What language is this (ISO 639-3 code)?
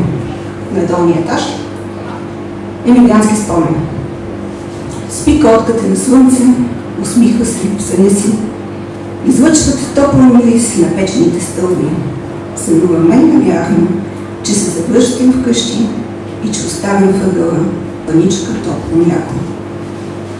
bul